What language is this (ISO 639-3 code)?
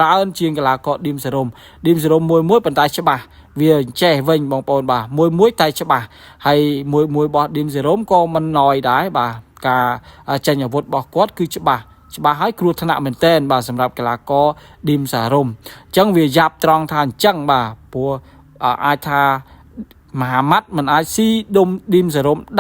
khm